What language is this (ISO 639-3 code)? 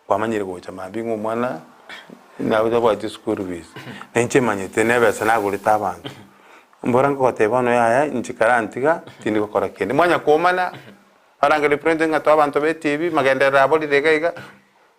guz